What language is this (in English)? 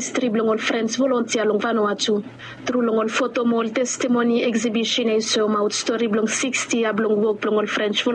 Bislama